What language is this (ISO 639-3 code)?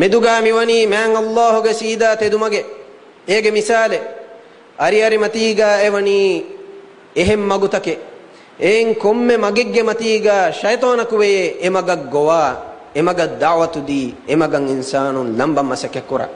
div